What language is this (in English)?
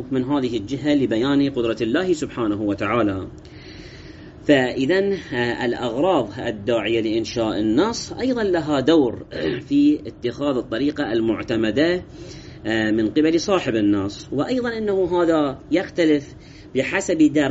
Arabic